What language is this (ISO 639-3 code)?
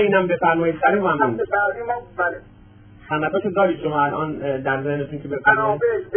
fas